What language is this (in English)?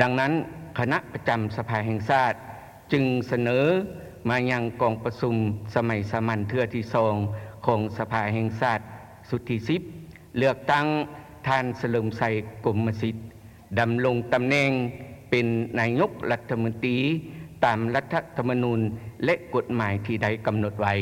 Lao